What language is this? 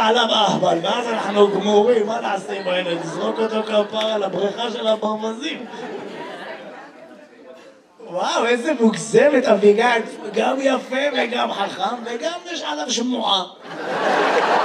Hebrew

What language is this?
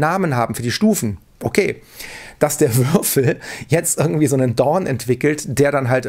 German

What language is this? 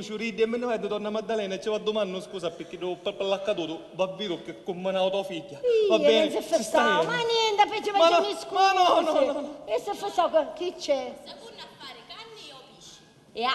Sicilian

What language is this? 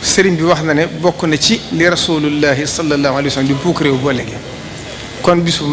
Wolof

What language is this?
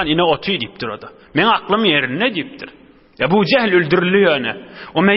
Turkmen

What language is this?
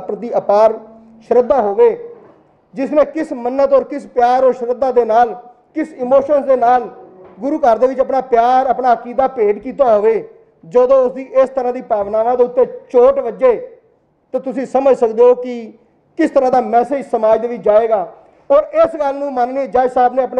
Punjabi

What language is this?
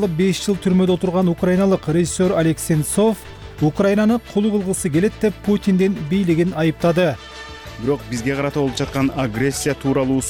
Kyrgyz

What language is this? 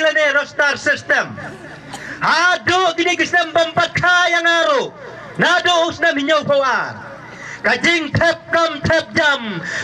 Khasi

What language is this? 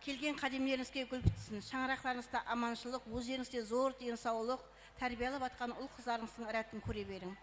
Kara-Kalpak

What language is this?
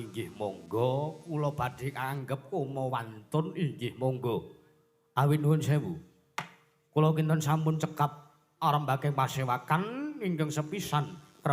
Javanese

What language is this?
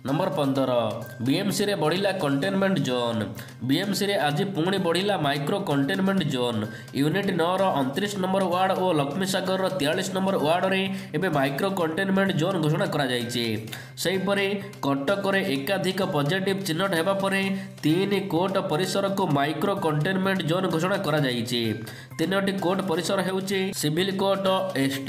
Odia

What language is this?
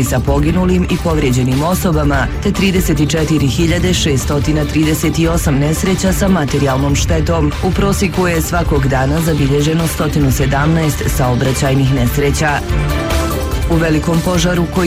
Bosnian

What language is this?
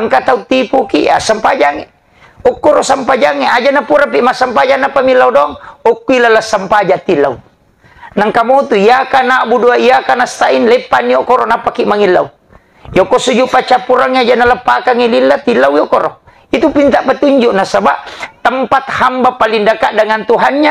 Buginese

